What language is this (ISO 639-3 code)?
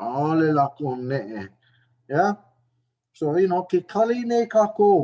haw